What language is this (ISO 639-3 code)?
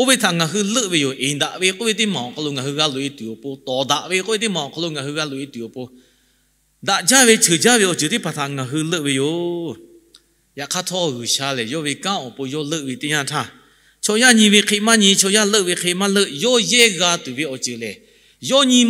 lhu